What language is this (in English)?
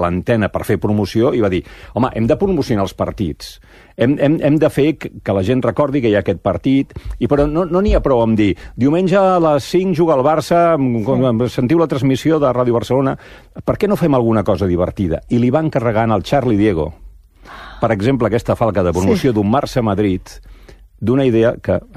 Catalan